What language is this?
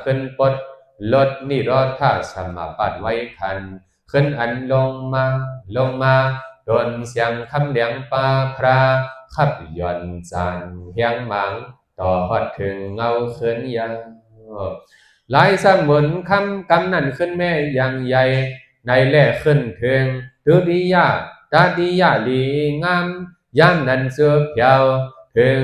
Shan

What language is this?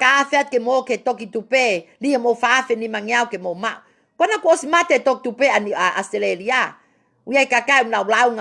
Tongan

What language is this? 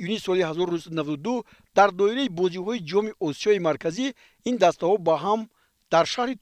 Tajik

